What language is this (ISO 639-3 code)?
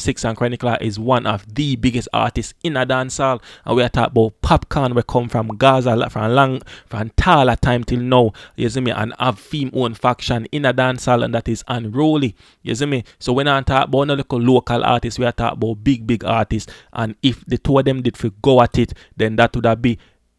jam